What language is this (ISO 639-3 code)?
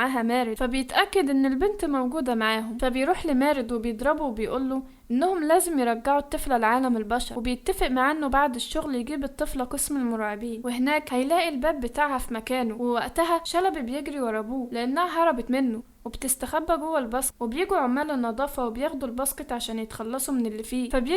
arz